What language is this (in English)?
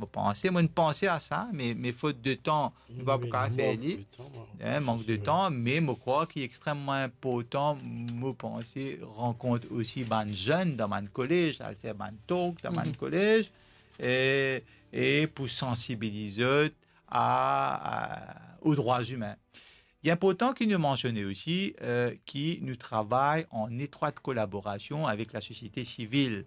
Morisyen